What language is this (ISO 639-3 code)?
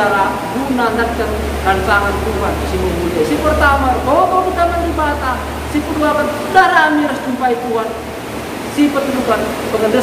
btx